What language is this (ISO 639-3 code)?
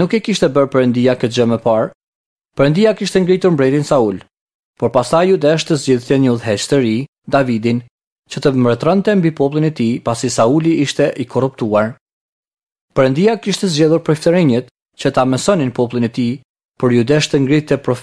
sqi